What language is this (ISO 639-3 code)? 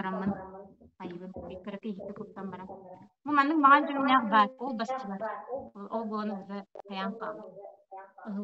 sah